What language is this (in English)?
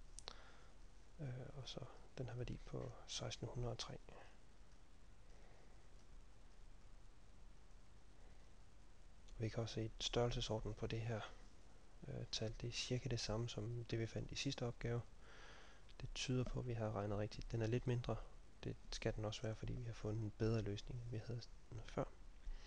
Danish